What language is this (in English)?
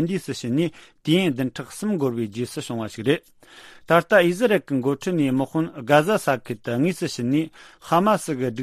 Tibetan